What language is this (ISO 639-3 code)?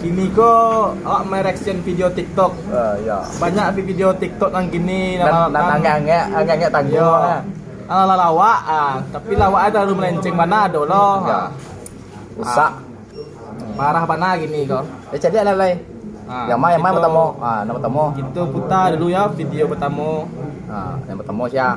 min